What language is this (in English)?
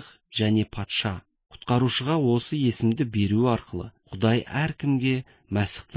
Kazakh